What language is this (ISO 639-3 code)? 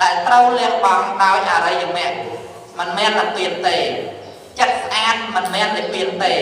khm